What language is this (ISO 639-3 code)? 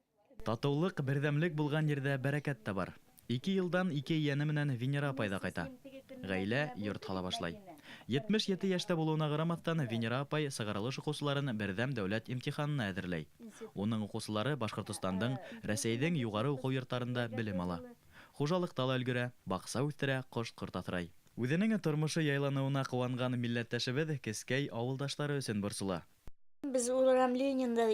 bak